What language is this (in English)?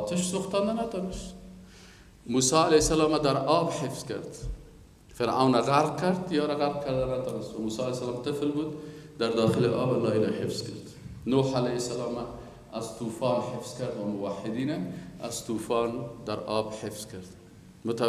Persian